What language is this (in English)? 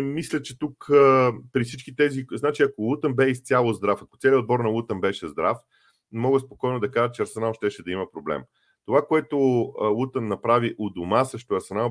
Bulgarian